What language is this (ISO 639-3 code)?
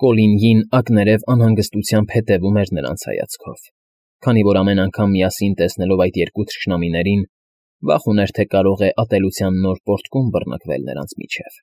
hye